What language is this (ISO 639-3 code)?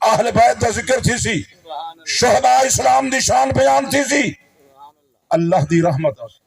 skr